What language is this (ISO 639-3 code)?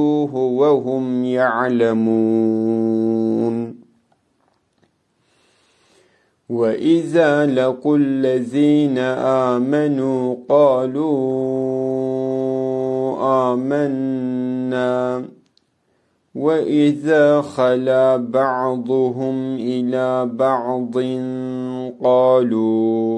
ara